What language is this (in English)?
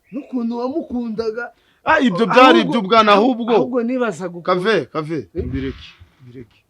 Kinyarwanda